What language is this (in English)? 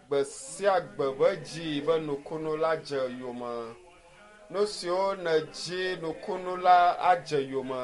Ewe